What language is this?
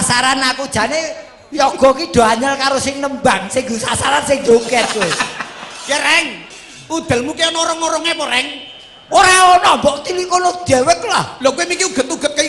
Javanese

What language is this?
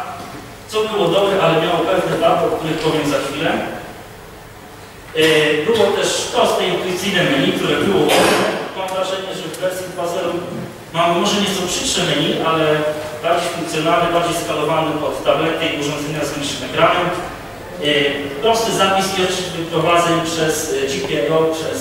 Polish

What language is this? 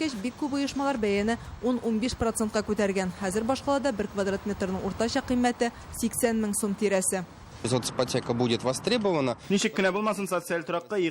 Tatar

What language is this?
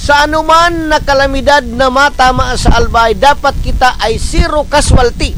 Bikol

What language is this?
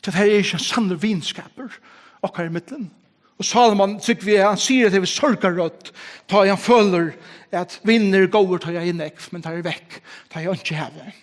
Faroese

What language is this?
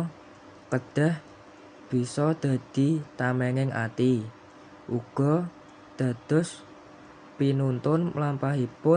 Javanese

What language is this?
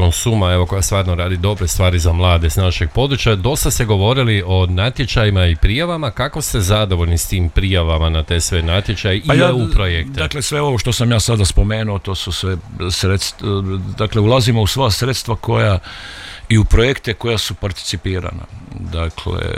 Croatian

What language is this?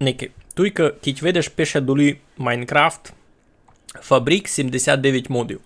Rusyn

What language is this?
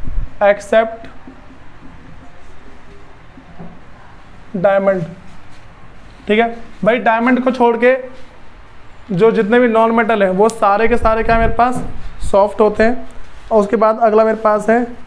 Hindi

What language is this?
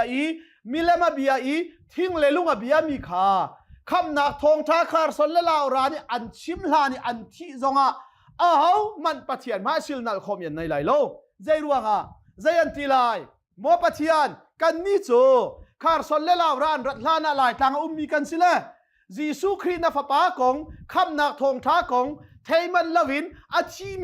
Hakha Chin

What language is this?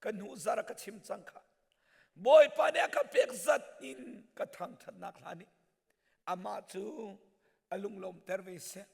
Hakha Chin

